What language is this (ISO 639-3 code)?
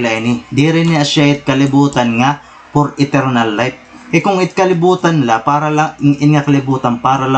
war